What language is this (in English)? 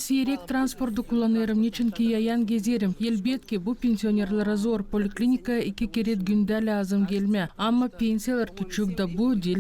Gagauz